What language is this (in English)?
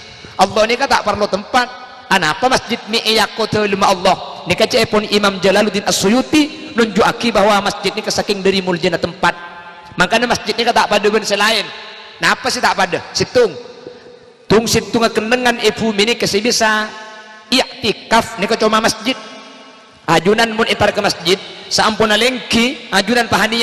Madurese